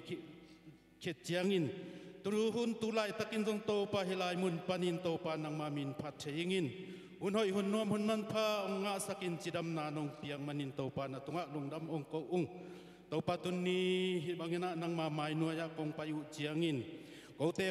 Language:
Tedim Chin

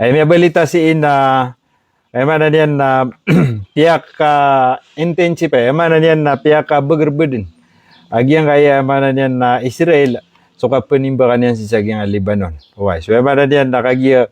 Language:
Maranao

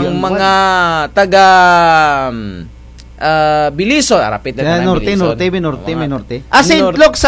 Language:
Kinaray-a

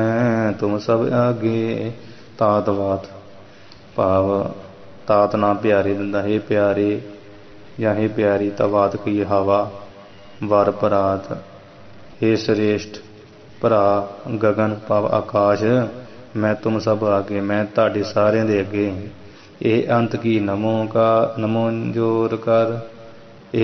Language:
Punjabi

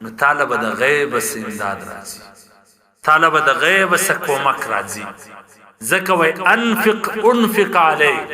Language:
Pashto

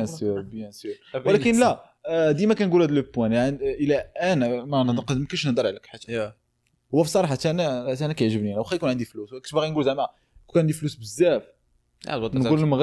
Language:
Moroccan Arabic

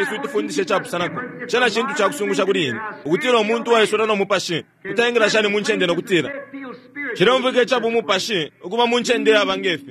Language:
Bemba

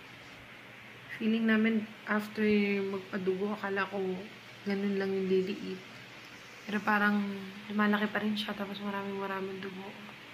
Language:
Filipino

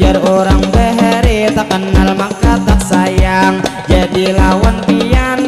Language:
Banjar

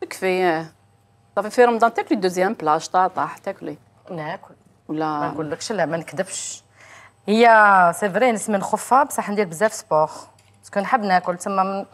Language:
Algerian Arabic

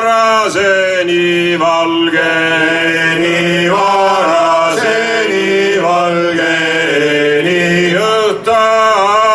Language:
Estonian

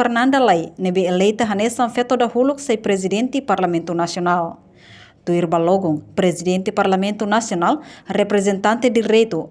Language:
Tetum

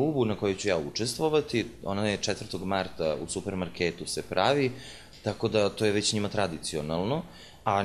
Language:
Serbian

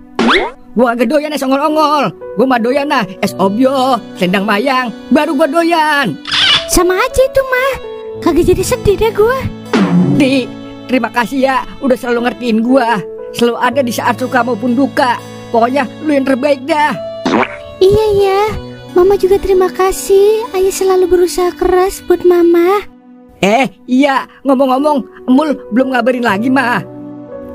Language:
Betawi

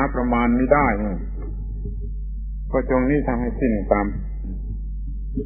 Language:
Thai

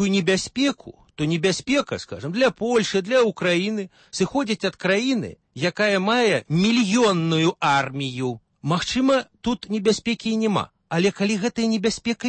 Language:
Belarusian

